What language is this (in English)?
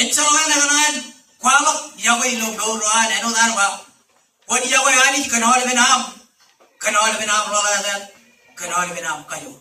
Marshallese